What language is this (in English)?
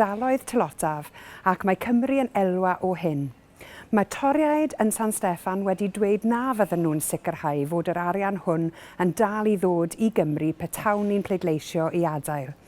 Welsh